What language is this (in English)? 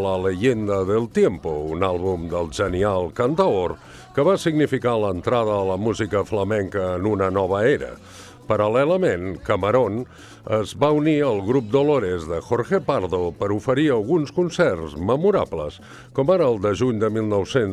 Catalan